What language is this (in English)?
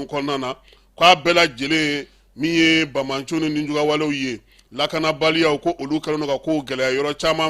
Bambara